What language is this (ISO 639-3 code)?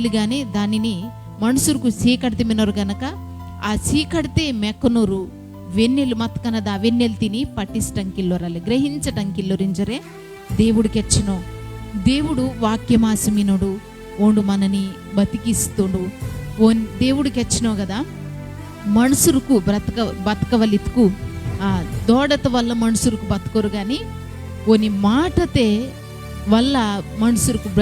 kff